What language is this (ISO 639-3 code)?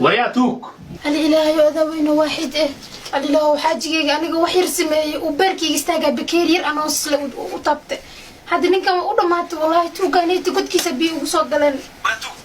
som